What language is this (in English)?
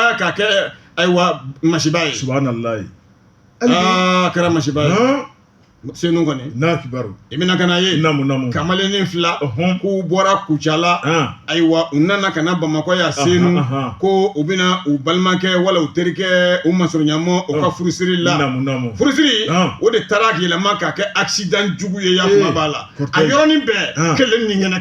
Bambara